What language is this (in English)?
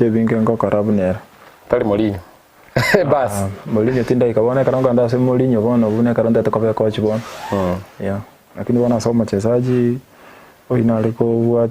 Gusii